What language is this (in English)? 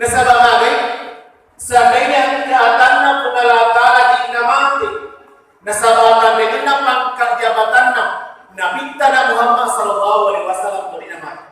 Buginese